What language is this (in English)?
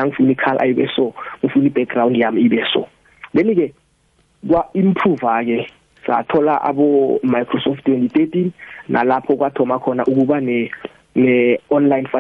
South Ndebele